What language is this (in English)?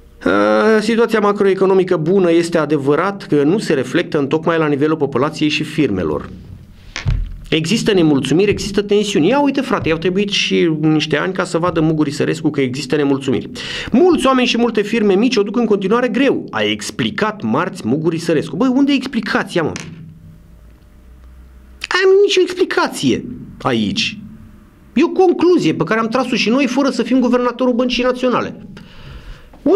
Romanian